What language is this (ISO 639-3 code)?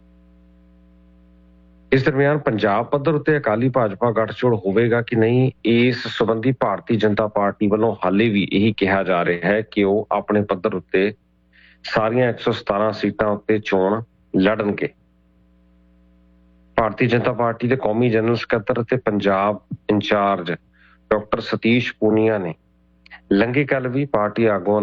pan